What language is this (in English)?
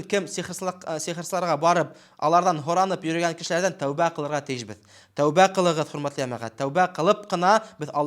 Bashkir